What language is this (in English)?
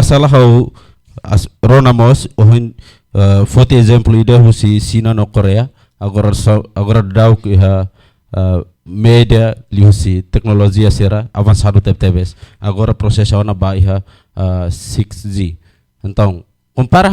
Tetum